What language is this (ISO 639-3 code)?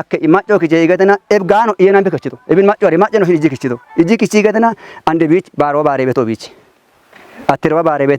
kbr